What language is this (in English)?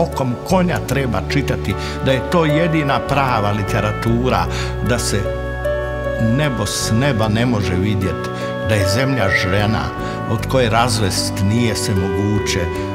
Croatian